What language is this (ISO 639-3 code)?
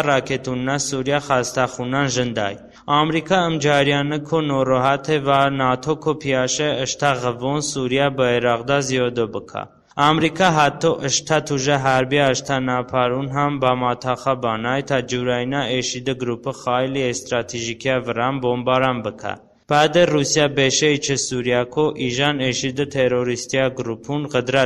tly